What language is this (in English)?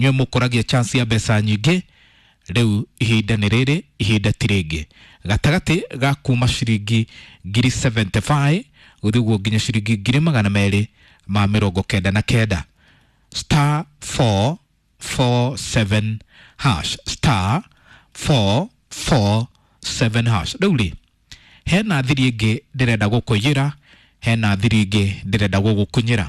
Kikuyu